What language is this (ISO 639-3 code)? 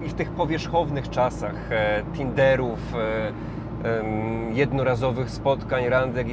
pol